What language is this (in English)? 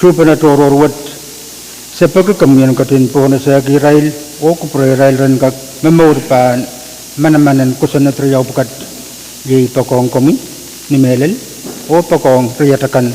Pohnpeian